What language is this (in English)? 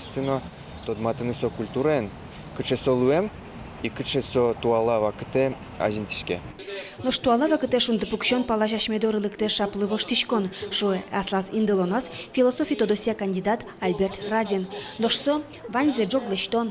Udmurt